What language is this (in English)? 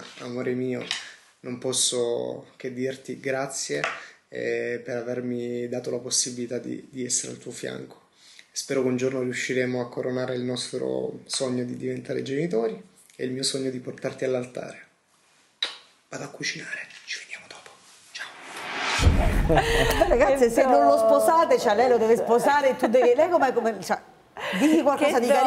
Italian